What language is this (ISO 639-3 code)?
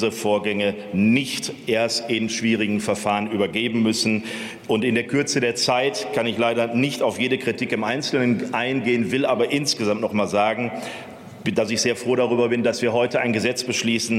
deu